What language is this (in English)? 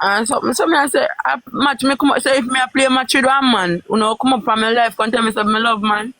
Jamaican Creole English